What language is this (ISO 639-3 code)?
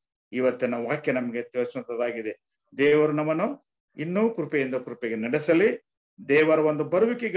kan